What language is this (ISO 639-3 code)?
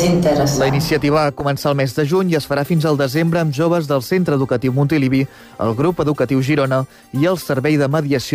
cat